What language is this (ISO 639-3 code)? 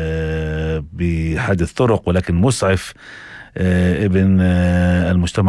apc